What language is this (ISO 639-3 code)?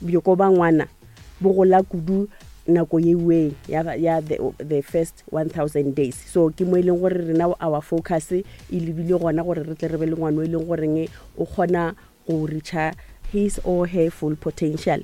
nso